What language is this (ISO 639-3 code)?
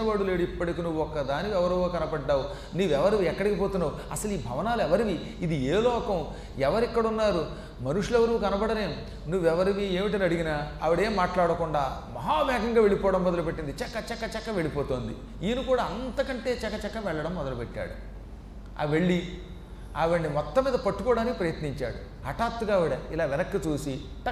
tel